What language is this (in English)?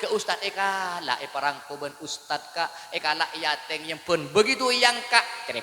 Madurese